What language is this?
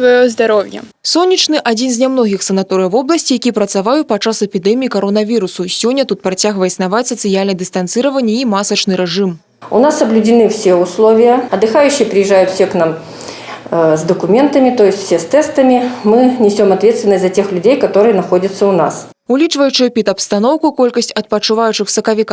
Belarusian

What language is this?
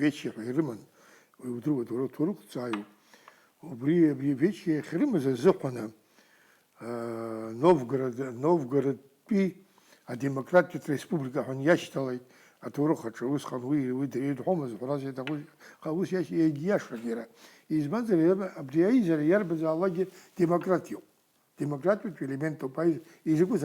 Abkhazian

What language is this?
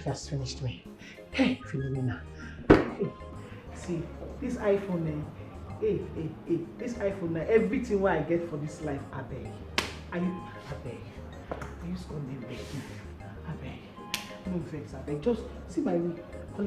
Nigerian Pidgin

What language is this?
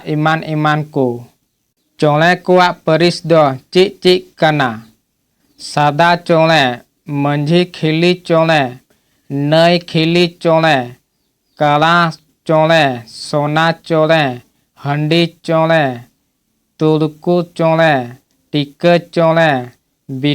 Santali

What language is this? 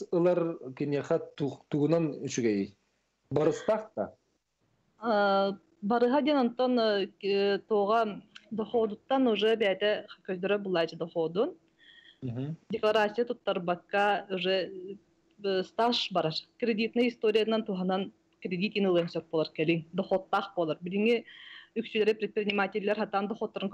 Yakut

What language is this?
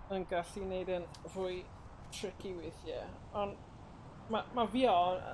Welsh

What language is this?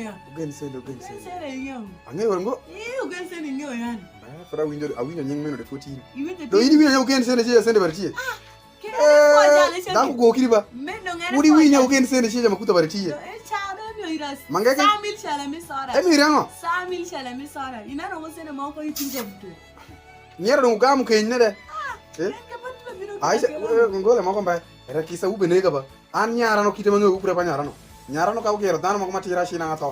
Alur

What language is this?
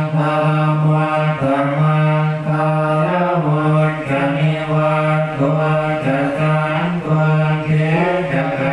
Pali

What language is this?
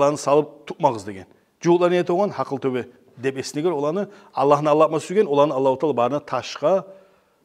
Kumyk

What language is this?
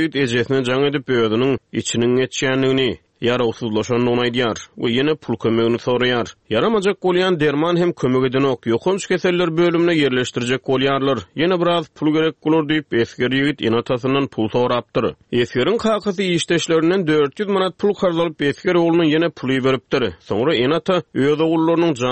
Turkmen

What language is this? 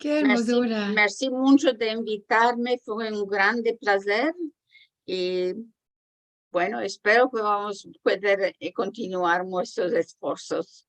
Ladino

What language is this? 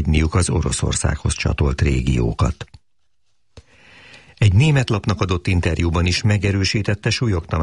Hungarian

